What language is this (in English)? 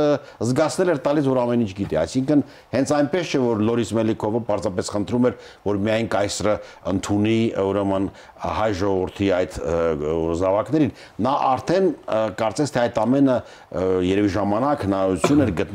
Armenian